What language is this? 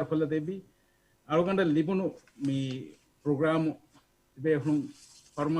Divehi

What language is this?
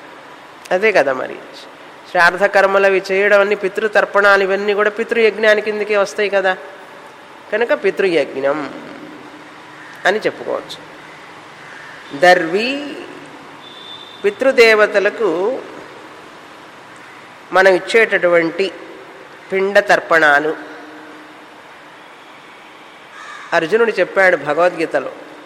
Telugu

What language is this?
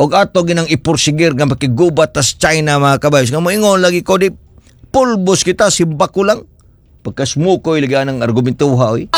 Cebuano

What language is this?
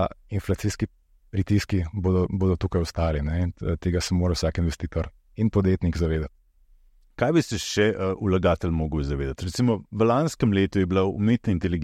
Slovenian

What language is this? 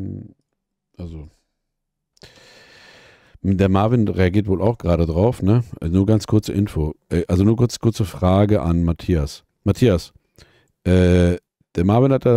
German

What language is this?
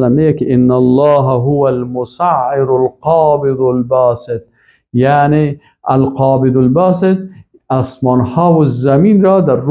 Persian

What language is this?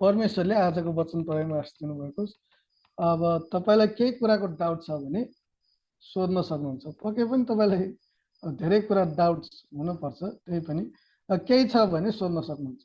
Nepali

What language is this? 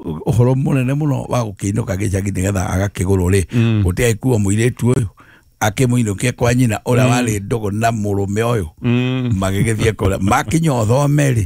Kikuyu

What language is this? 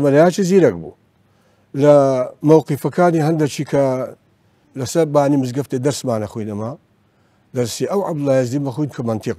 Central Kurdish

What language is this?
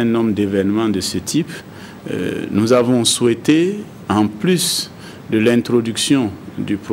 French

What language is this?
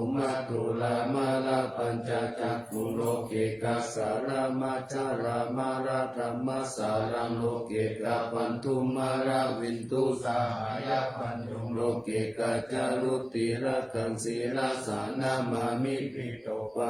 Pali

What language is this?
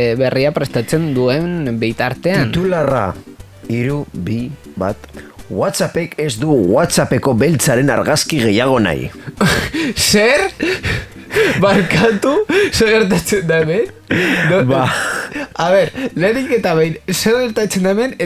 Basque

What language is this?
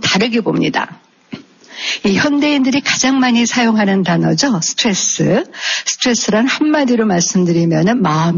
Korean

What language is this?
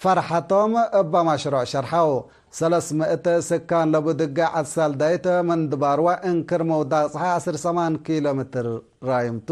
Tigre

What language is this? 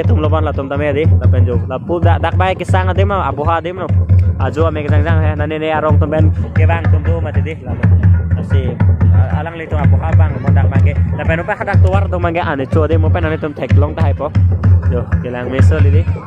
Karbi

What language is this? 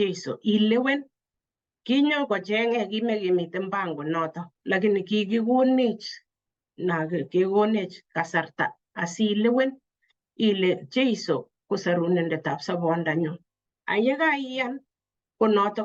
Kalenjin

